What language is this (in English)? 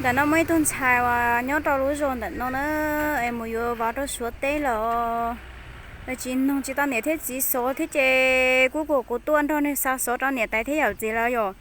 Hmong